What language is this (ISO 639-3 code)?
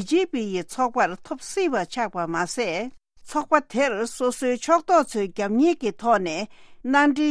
bod